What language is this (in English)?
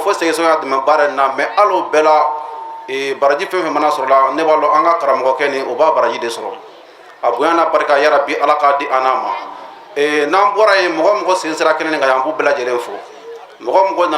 Bambara